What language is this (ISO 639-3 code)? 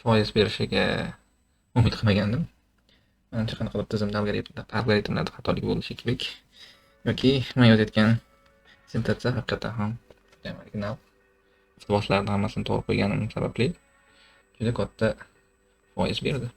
uzb